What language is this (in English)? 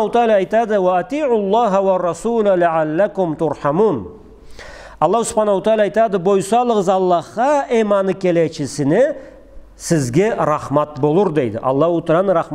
Karachay-Balkar